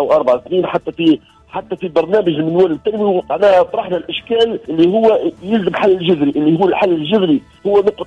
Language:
Tunisian Arabic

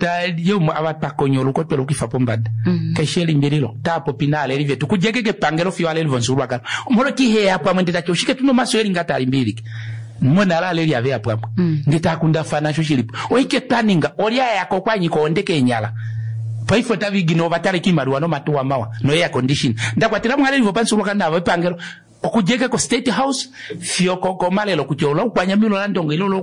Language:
Kuanyama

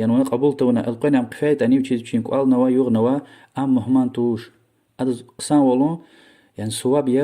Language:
Lezghian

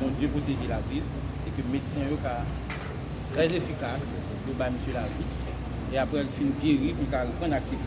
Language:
Haitian Creole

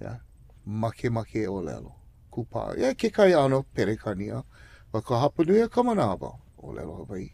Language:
Hawaiian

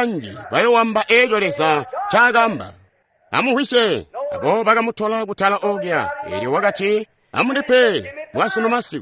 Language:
Tonga (Zambia)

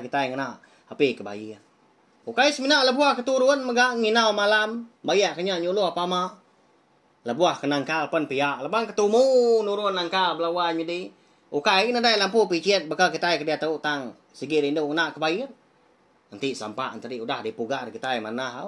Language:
Iban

